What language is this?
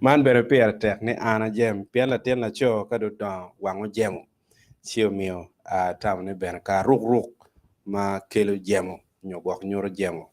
Acoli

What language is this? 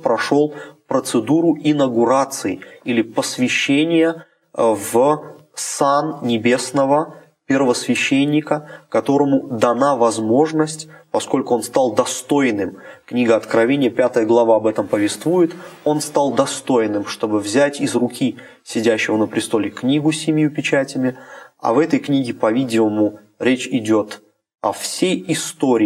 Russian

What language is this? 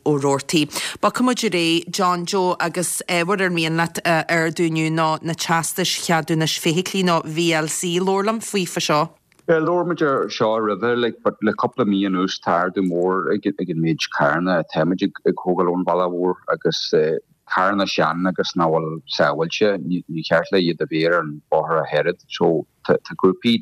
Irish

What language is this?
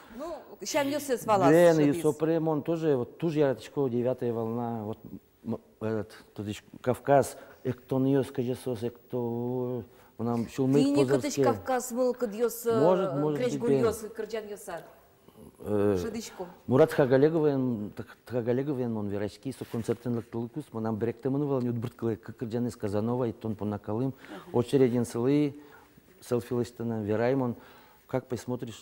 Udmurt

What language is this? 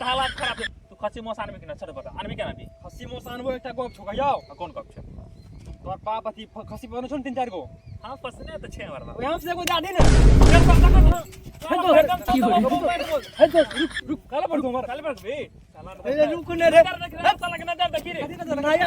Maithili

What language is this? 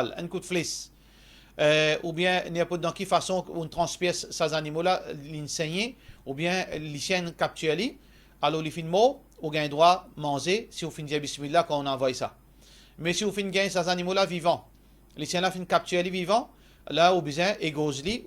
Morisyen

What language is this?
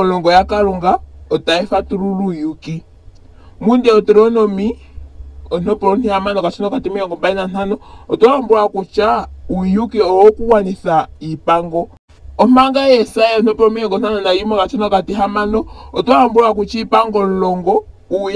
Ndonga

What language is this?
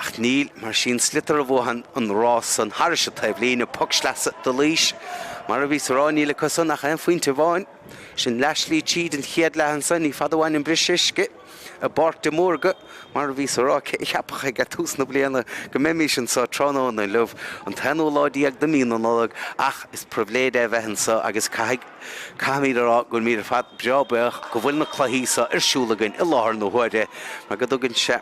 Irish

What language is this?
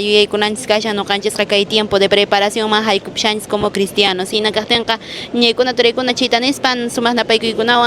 Quechua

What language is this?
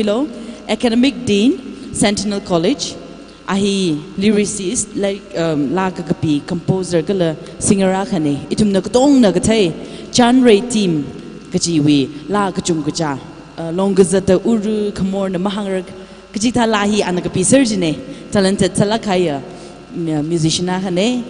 Tangkhul Naga (India)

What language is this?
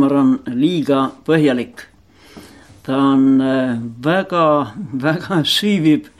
Estonian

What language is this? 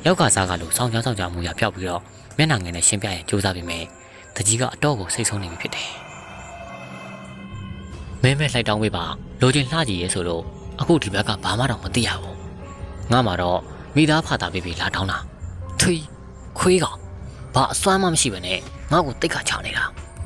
Burmese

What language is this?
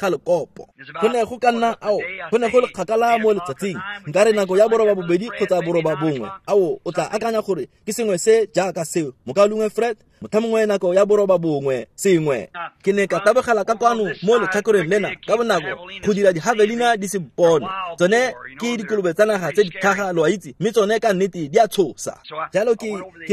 Tswana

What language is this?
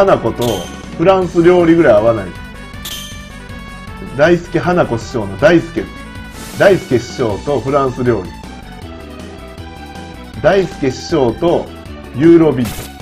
Japanese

